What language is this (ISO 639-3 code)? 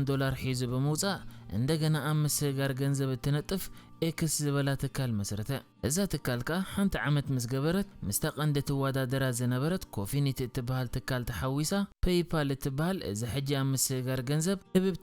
tir